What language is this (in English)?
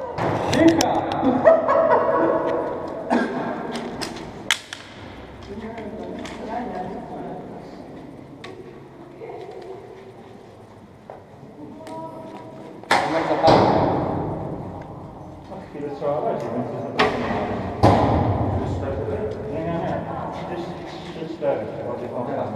Polish